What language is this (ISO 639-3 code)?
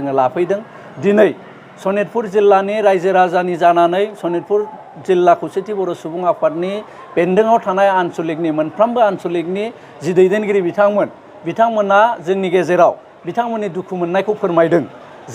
brx